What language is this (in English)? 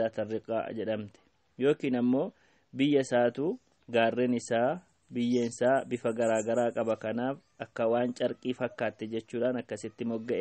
Oromo